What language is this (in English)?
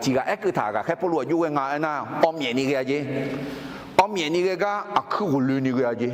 Akha